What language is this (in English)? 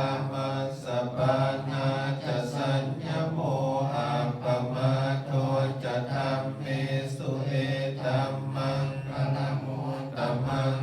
Pali